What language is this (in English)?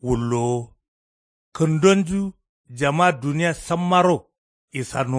Kanuri